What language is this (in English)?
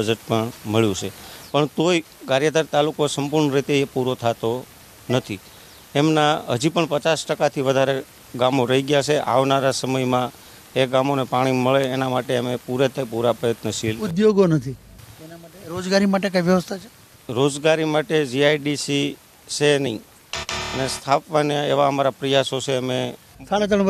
Gujarati